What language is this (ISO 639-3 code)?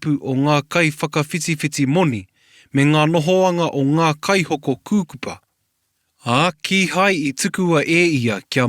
mri